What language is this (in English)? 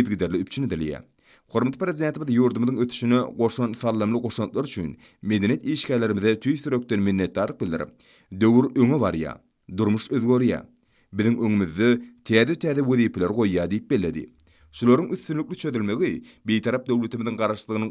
Turkmen